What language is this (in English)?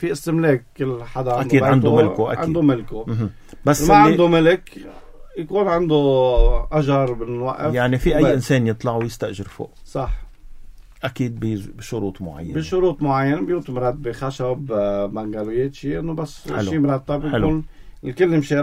North Levantine Arabic